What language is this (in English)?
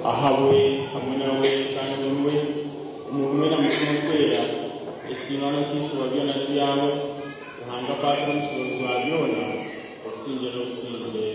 Nyankole